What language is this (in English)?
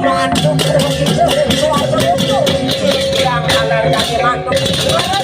Balinese